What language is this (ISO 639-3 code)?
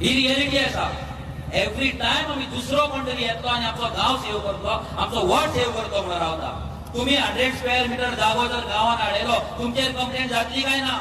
kok